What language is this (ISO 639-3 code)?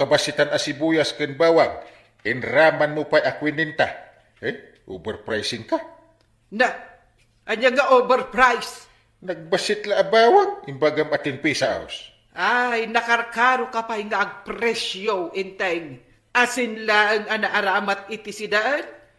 ilo